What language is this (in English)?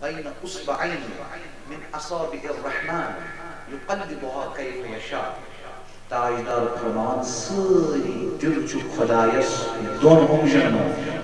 Kashmiri